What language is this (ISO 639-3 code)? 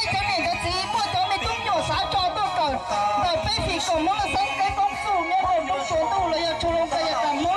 hmn